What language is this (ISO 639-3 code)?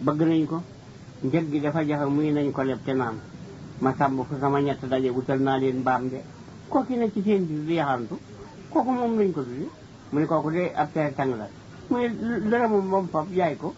wol